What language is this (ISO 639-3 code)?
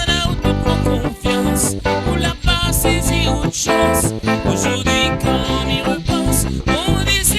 rcf